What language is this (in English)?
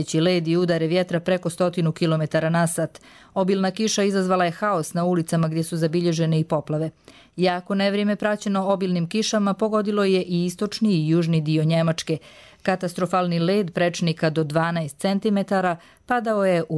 Croatian